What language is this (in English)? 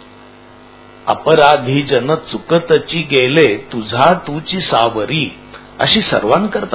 Marathi